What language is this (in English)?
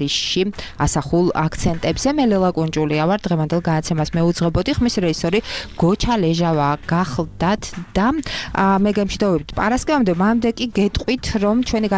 Georgian